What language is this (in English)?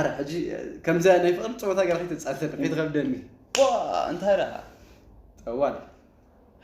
Tigrinya